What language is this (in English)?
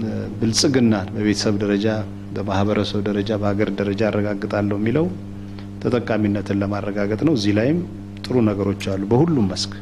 Amharic